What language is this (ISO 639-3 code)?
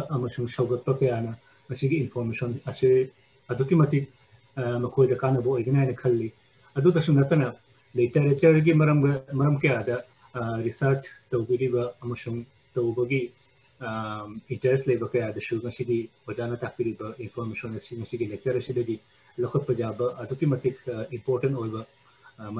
mni